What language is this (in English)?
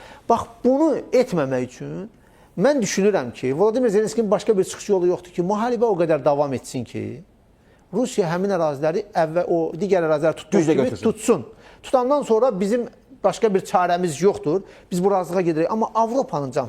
Azerbaijani